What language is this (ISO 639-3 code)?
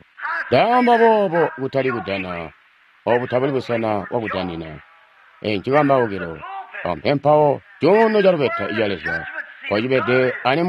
toi